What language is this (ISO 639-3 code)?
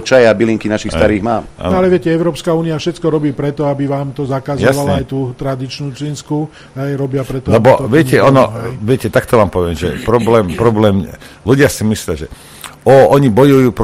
slk